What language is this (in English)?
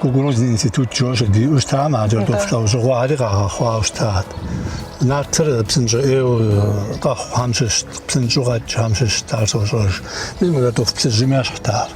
Kabardian